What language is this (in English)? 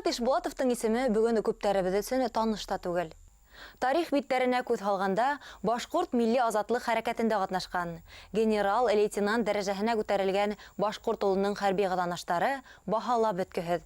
Bashkir